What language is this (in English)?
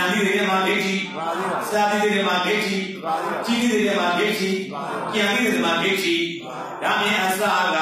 Burmese